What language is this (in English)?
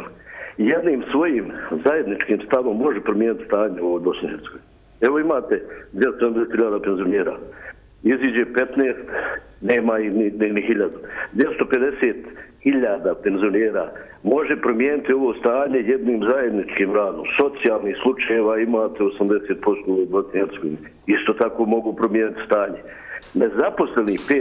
Bosnian